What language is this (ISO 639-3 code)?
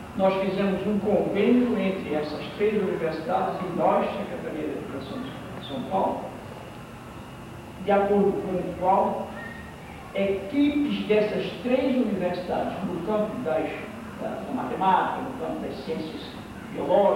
por